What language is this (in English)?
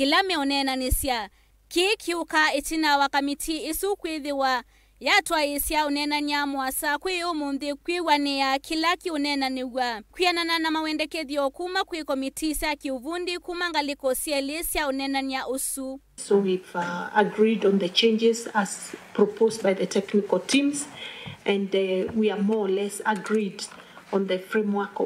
Kamba